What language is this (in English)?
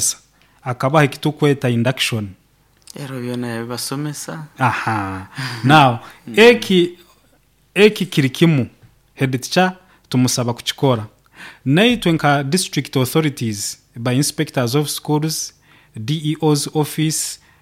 Nyoro